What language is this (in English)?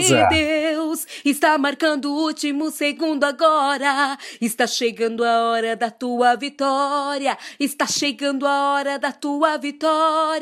Portuguese